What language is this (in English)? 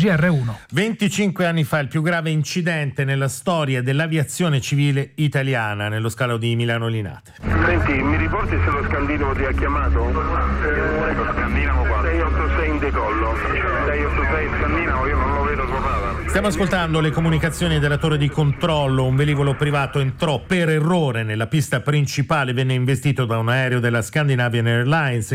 Italian